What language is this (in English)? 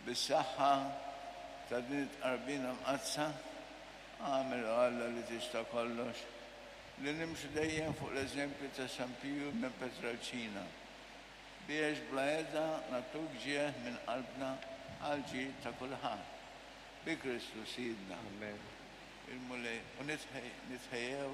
Maltese